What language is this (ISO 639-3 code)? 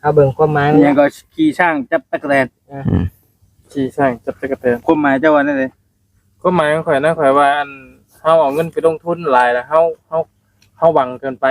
tts